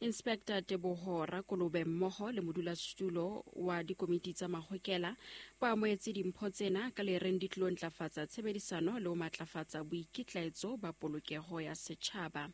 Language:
Southern Sotho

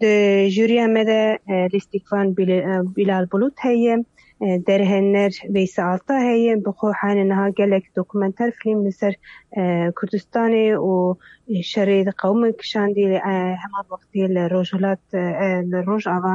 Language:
Kurdish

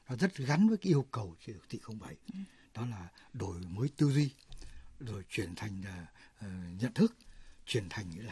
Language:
Vietnamese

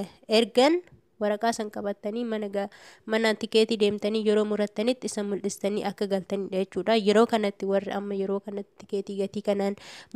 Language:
Oromo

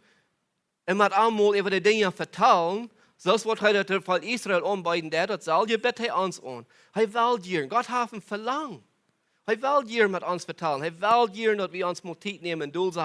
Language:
Plautdietsch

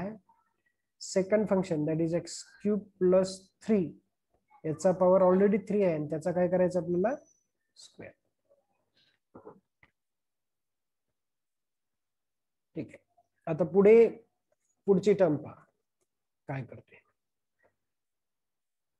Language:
Marathi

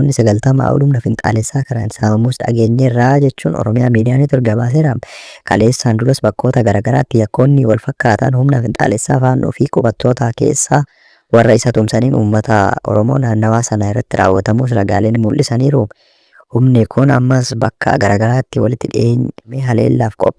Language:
Oromo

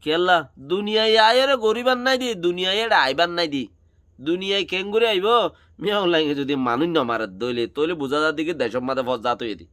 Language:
Rohingya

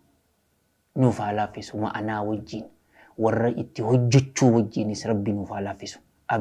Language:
Oromo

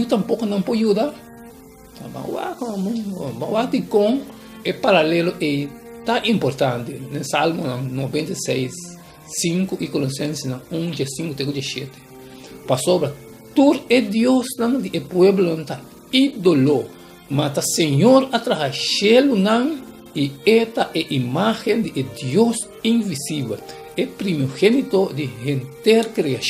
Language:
Papiamento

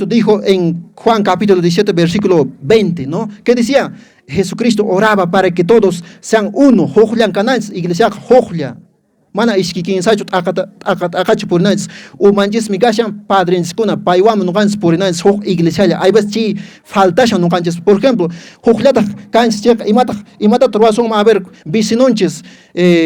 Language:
Quechua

